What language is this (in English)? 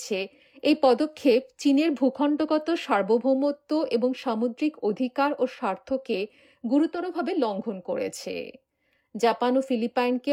Bangla